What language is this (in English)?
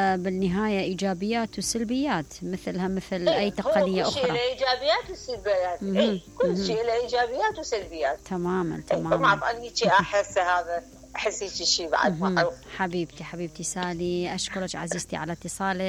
Mesopotamian Arabic